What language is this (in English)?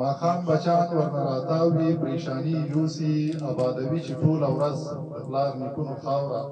Pashto